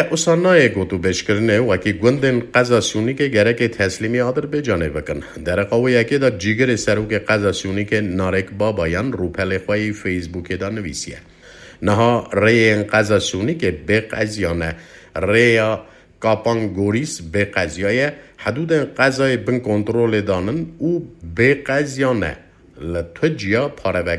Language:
Kurdish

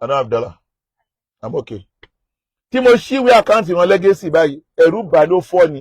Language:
Yoruba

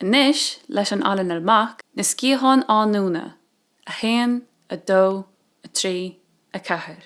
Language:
Irish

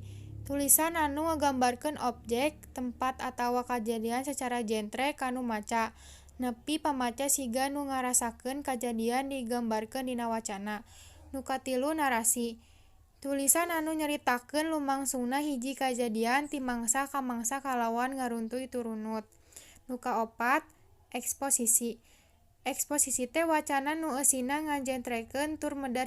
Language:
Sundanese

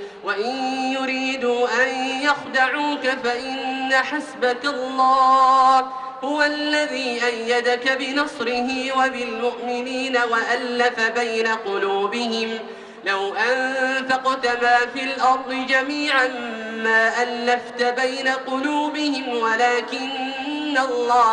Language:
Arabic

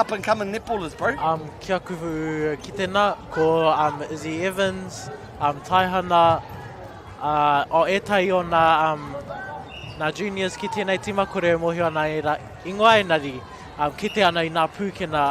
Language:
Māori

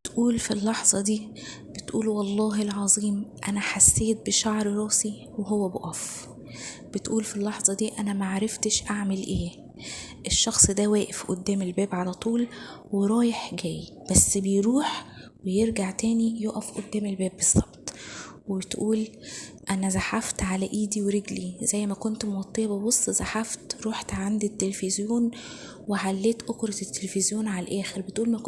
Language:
Egyptian Arabic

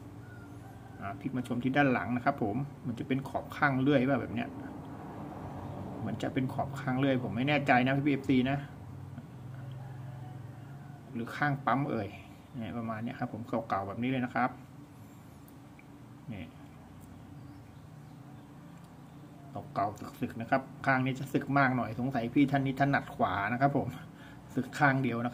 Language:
Thai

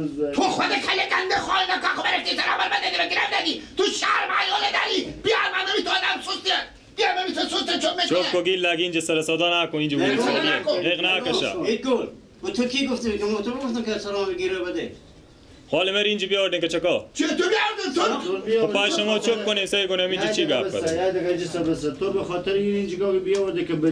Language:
Persian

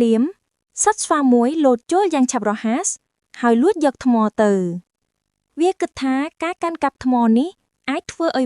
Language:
Khmer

